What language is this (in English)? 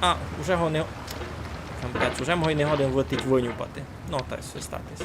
Rusyn